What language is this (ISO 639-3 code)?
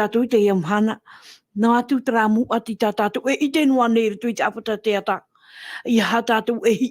tah